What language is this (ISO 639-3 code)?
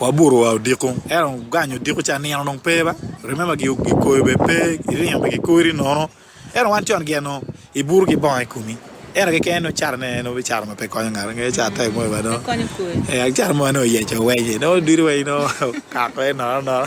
ach